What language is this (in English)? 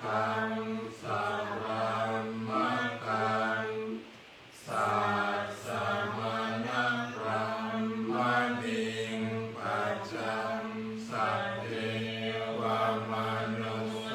Pali